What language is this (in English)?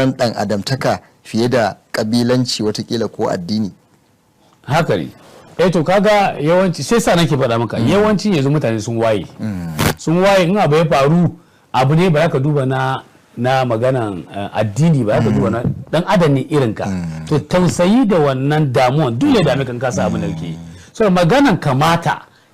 Hausa